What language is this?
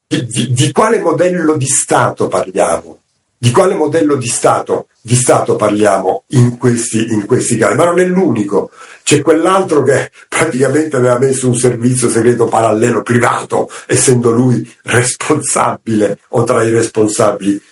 Italian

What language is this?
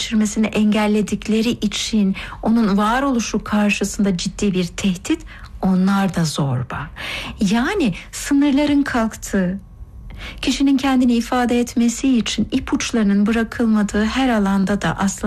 Turkish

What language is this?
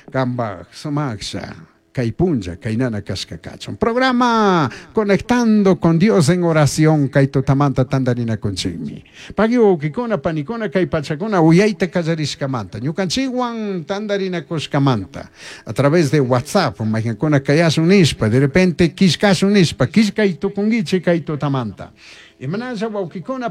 Chimborazo Highland Quichua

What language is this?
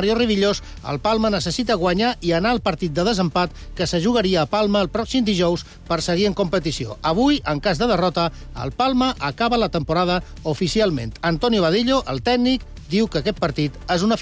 Catalan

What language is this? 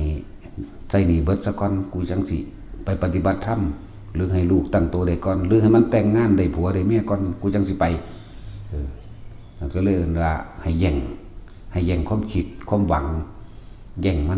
Northeastern Thai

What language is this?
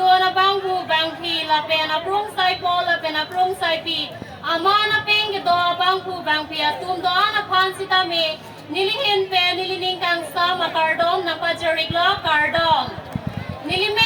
Karbi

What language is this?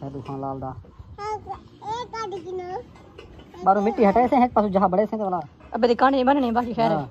Saraiki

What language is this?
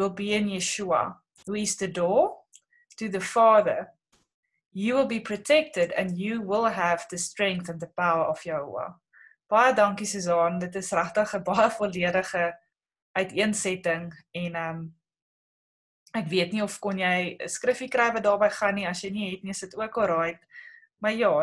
Afrikaans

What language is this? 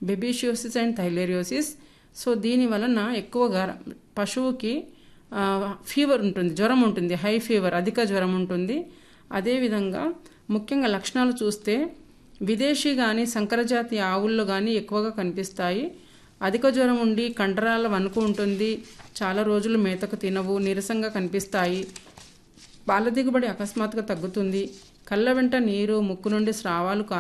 Telugu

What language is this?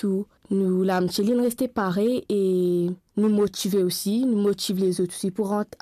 Morisyen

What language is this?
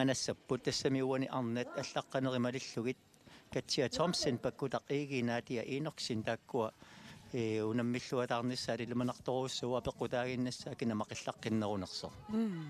Kalaallisut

